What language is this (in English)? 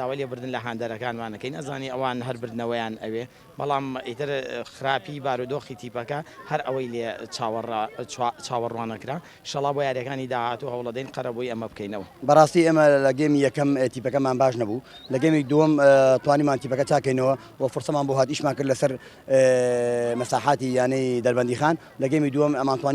Central Kurdish